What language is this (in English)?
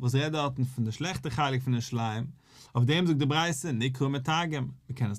Yiddish